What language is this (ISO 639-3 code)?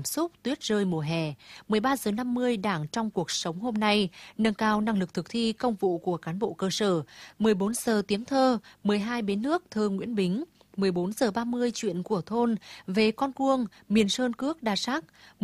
vie